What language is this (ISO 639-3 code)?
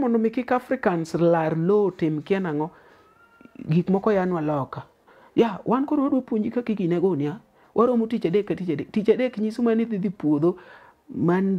luo